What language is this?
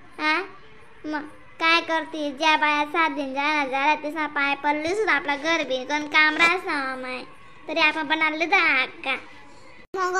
Khandesi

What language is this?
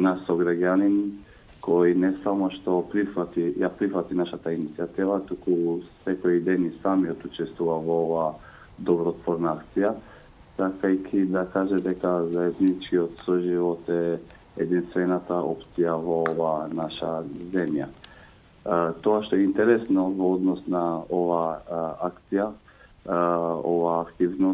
Macedonian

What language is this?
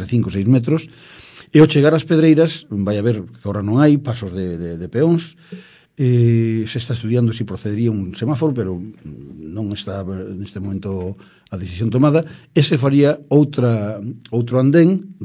Galician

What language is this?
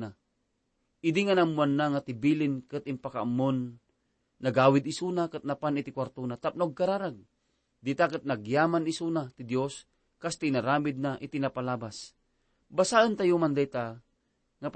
Iloko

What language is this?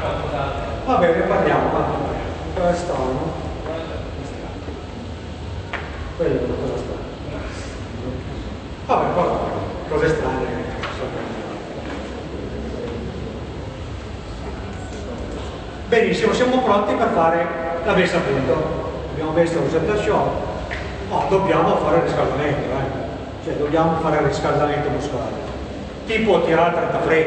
Italian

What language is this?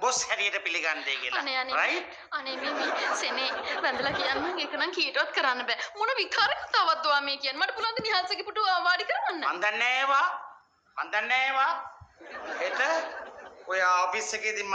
Sinhala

